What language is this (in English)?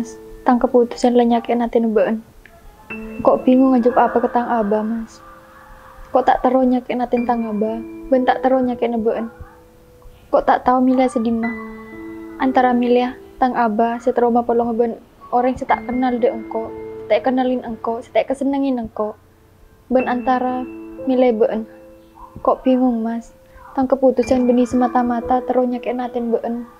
Madurese